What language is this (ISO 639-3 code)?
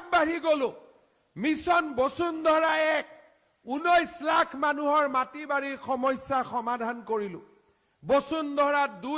asm